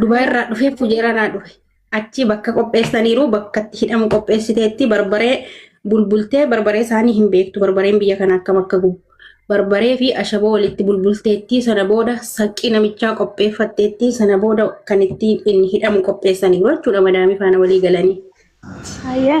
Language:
Oromo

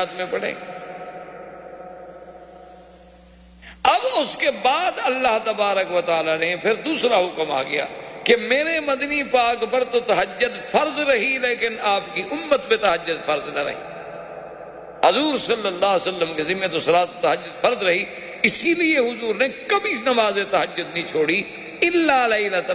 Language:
Urdu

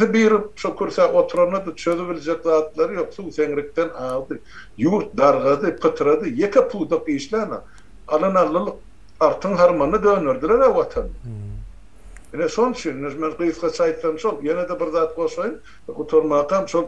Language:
Turkmen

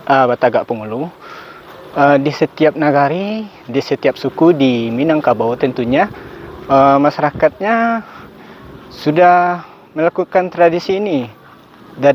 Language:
Minangkabau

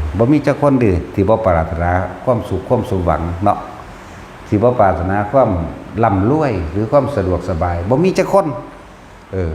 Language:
Northeastern Thai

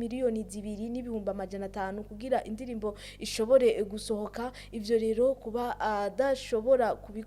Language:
Rundi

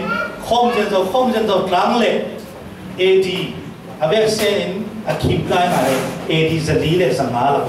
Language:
Falam Chin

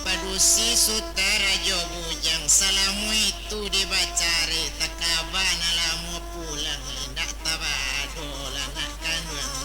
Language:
Minangkabau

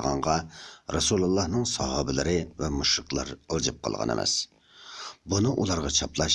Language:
Uyghur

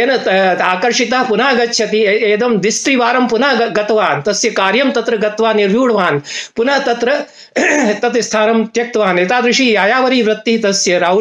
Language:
Sanskrit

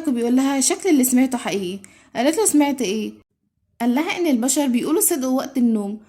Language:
Egyptian Arabic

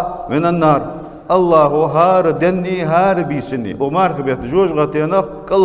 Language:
Ingush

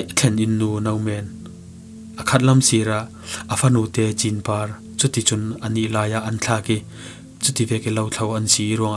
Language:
Falam Chin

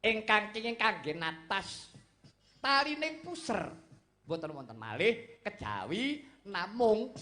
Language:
Javanese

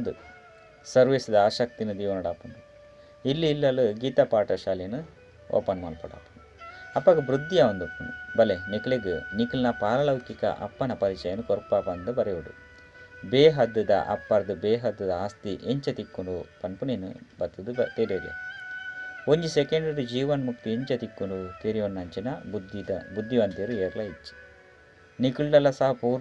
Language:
Tulu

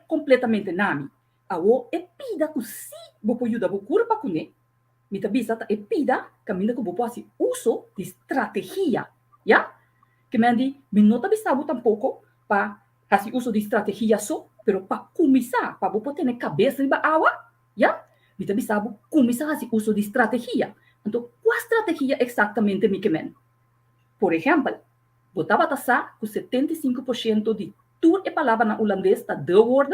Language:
Papiamento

